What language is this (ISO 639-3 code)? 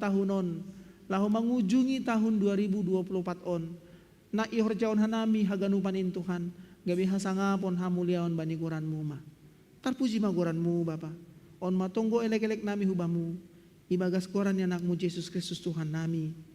bts